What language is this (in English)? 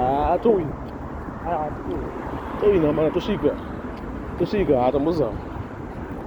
Shona